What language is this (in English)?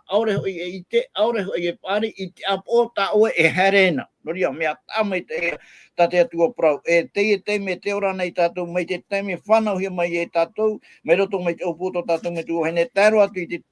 Tahitian